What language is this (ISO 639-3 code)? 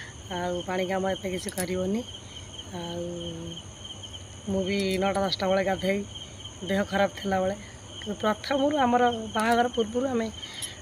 ori